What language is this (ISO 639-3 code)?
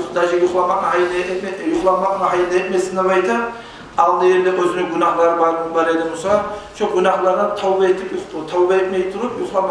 kum